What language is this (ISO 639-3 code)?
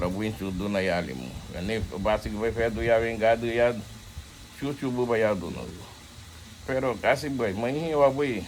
cab